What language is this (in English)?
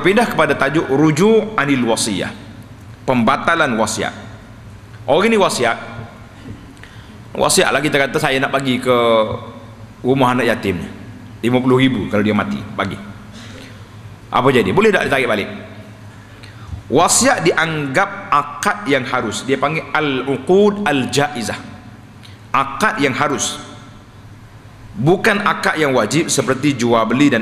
Malay